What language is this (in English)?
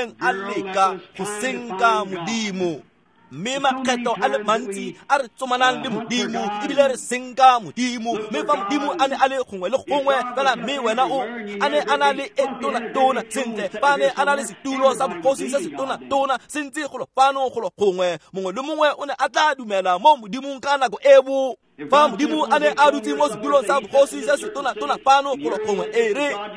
Tswana